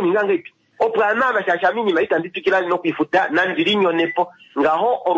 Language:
Kuanyama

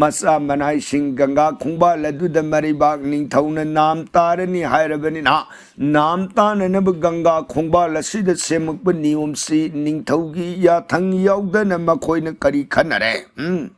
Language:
Manipuri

